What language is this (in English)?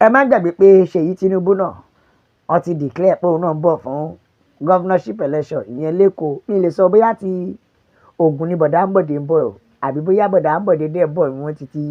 Yoruba